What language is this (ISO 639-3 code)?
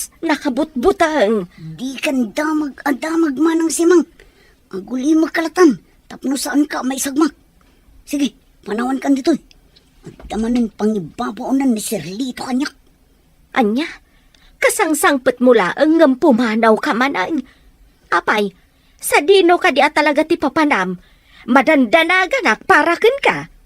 ilo